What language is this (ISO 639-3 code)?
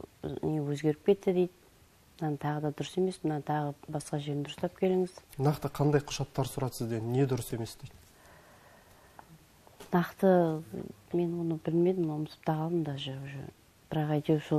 kaz